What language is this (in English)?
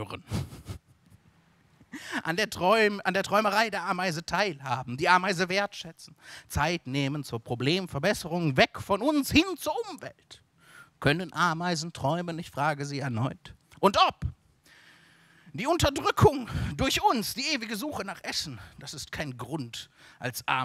German